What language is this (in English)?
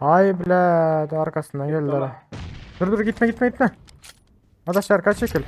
Turkmen